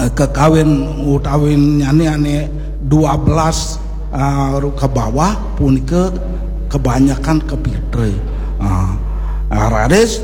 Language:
Balinese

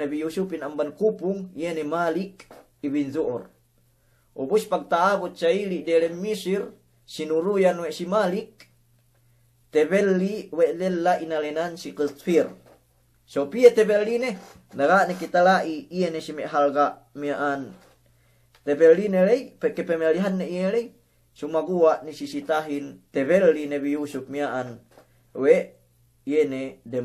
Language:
Yakan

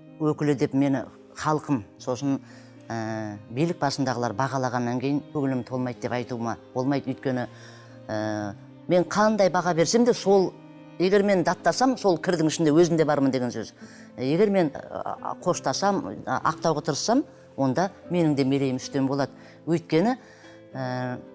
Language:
Kazakh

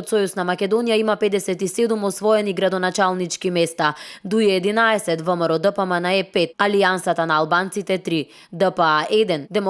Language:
Macedonian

